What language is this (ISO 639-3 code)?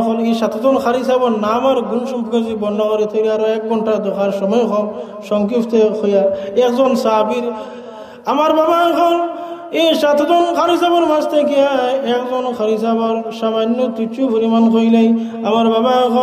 syl